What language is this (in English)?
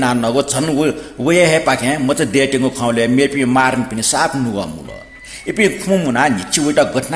Newari